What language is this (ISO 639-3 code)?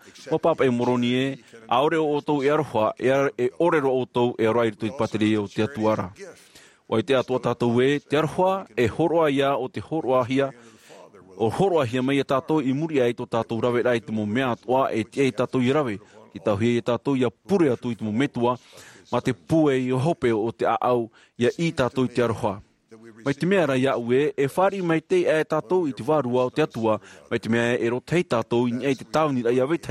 tah